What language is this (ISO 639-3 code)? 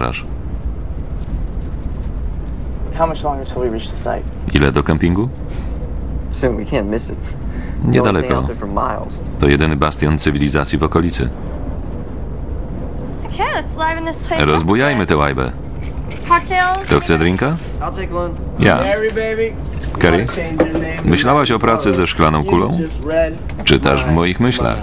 pol